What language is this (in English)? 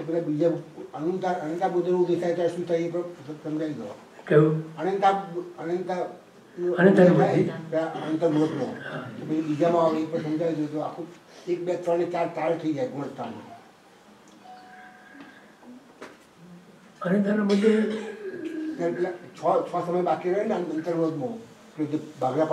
Gujarati